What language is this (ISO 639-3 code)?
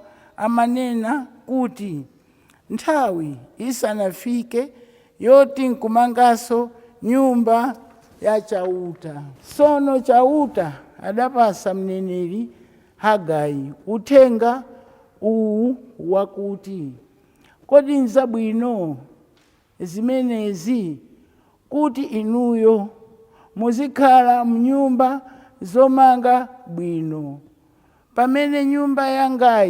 nya